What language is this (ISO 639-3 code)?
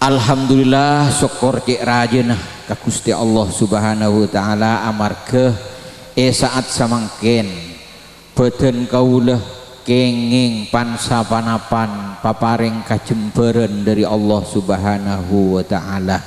mad